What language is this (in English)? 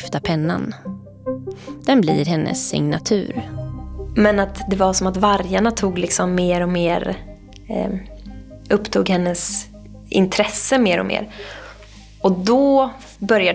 Swedish